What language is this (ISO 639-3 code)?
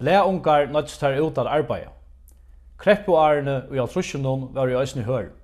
fao